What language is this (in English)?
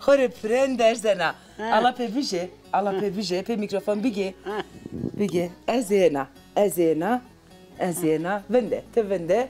Zaza